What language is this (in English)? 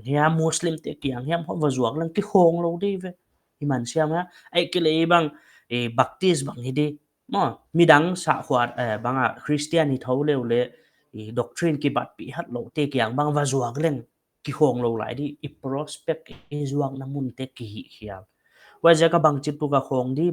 Paite Chin